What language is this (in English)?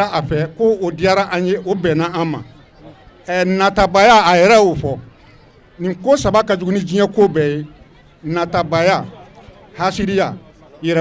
Bambara